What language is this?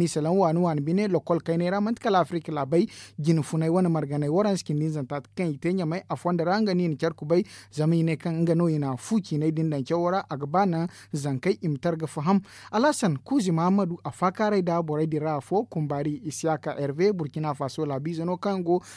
Zarma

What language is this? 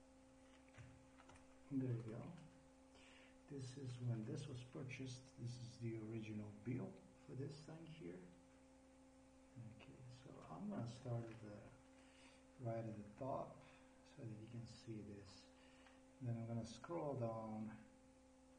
English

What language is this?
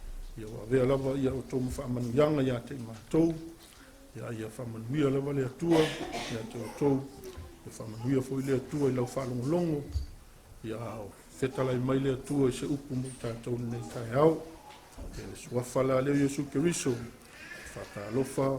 Samoan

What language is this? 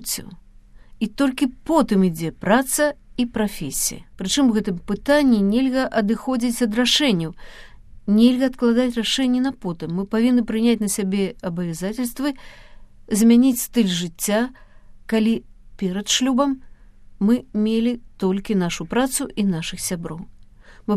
Belarusian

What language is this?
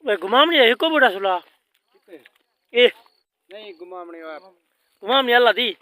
Saraiki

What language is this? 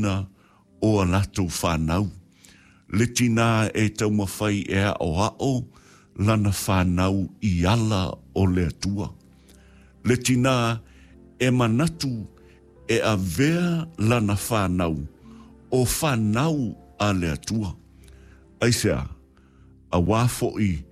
Samoan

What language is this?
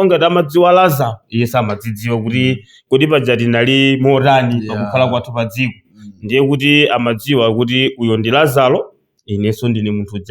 Nyanja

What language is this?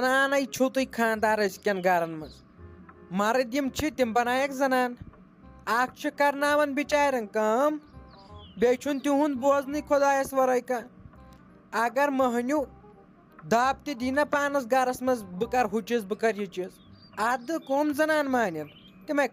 Kashmiri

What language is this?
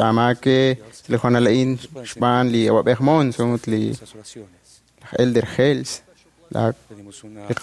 Kekchí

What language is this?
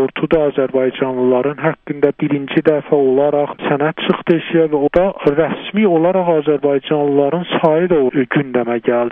South Azerbaijani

